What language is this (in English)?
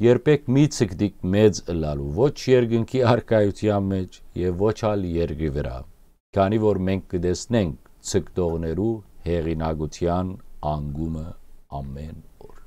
Western Armenian